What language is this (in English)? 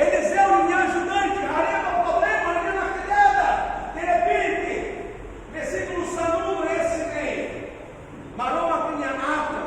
Tetum